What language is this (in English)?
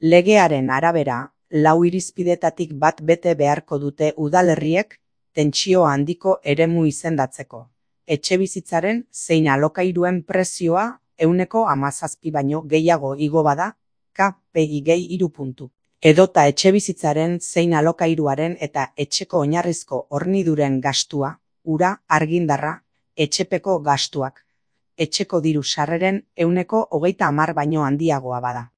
Basque